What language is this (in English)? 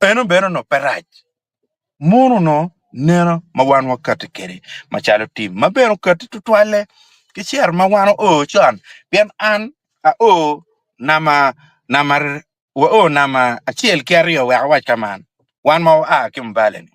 Acoli